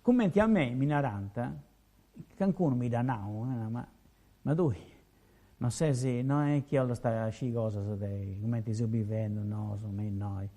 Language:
Sardinian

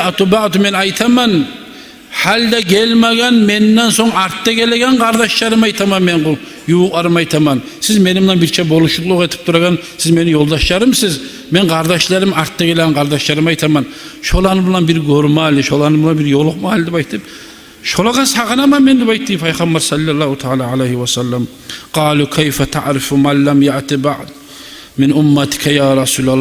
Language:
Kumyk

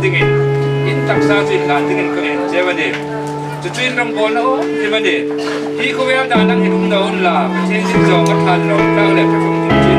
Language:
Hmar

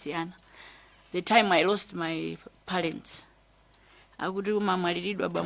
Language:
Nyanja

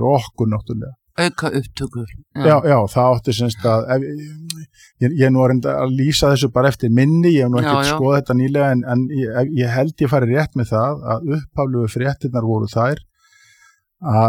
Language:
Icelandic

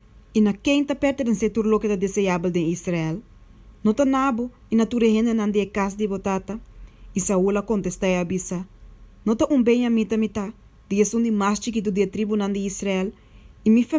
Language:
Papiamento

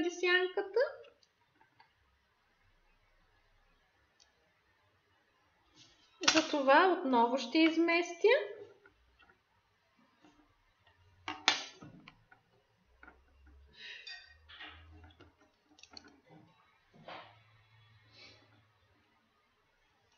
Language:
Bulgarian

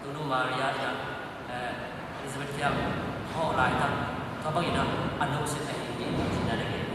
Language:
Tedim Chin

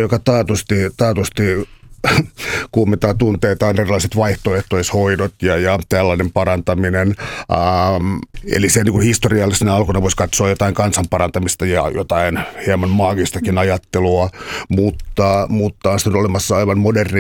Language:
Finnish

